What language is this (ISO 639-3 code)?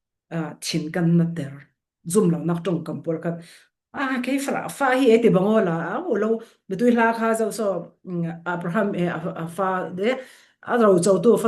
cfm